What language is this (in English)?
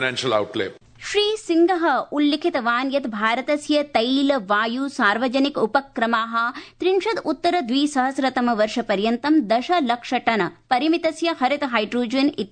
Sanskrit